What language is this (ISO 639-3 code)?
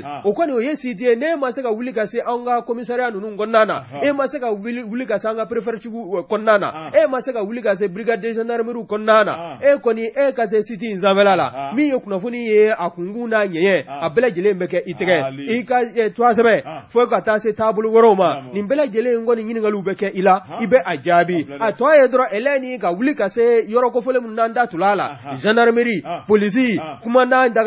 bam